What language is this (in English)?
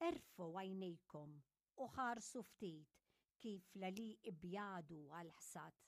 Maltese